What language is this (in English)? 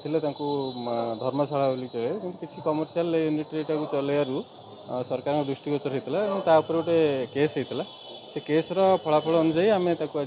Odia